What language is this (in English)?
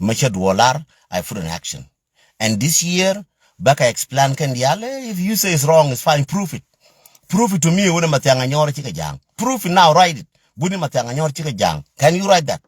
Nuer